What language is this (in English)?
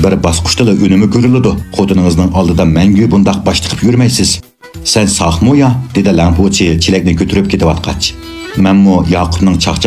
Uyghur